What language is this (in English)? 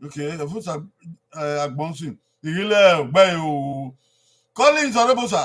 Bini